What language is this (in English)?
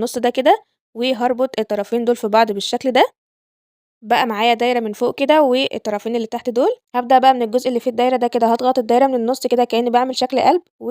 Egyptian Arabic